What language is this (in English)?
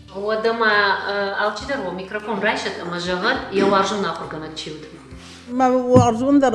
Ossetic